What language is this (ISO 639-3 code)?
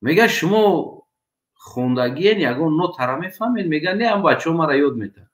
tgk